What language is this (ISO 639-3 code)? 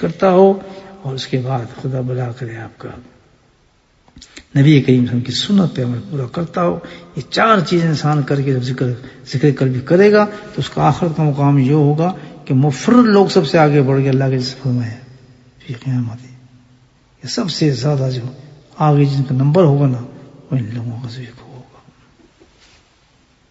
urd